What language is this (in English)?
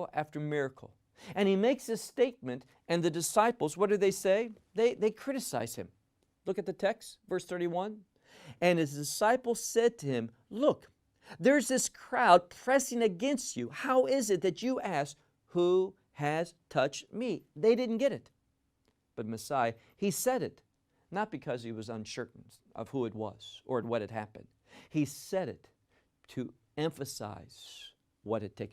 English